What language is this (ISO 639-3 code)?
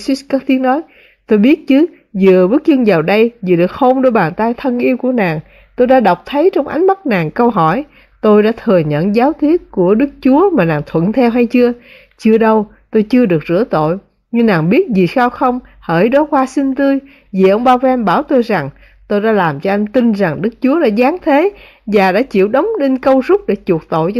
vie